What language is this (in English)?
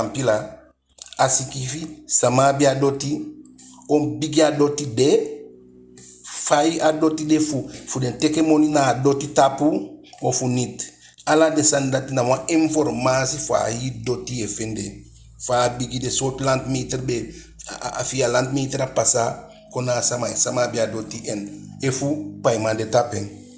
Eastern Maroon Creole